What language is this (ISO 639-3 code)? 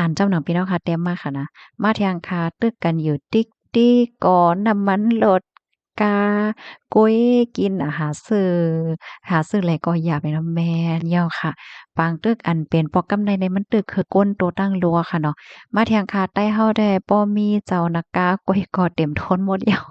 shn